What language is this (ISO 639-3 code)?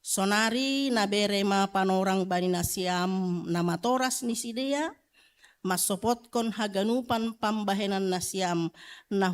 bts